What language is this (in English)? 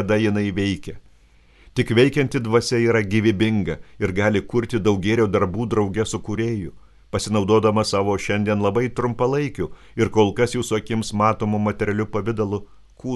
Lithuanian